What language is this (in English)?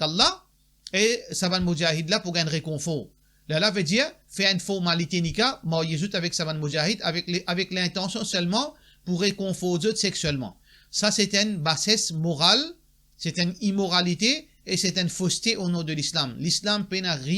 Morisyen